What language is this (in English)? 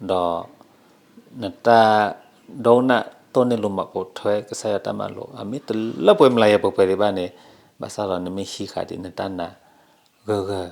S'gaw Karen